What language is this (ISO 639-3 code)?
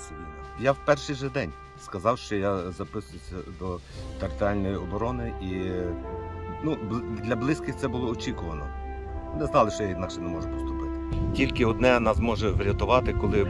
ukr